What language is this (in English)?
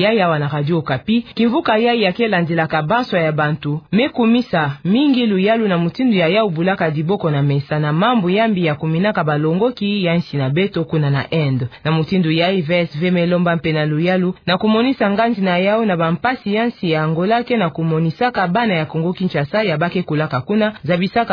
Kituba (Democratic Republic of Congo)